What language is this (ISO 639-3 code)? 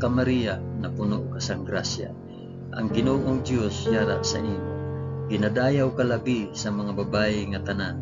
hil